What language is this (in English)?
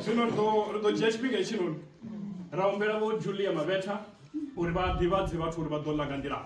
Venda